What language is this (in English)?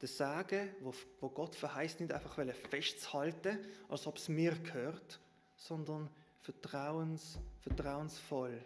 Swiss German